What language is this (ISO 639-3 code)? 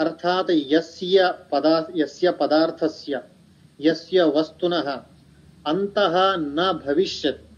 san